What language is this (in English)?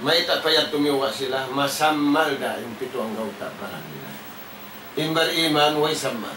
Tausug